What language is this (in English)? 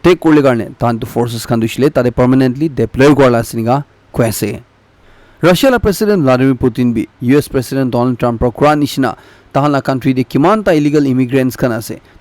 Naga Pidgin